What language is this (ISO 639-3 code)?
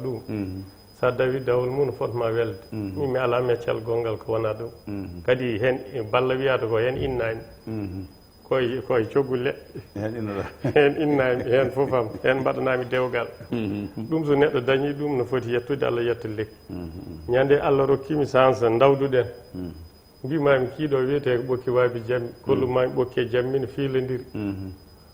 ful